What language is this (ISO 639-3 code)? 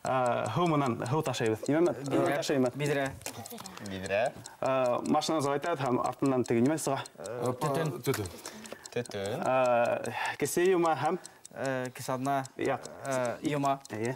bak